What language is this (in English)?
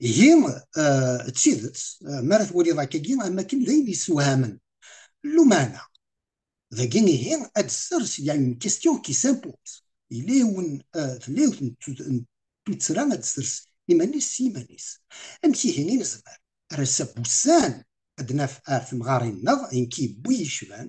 Kabyle